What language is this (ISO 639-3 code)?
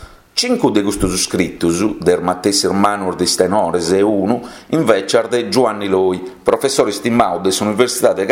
srd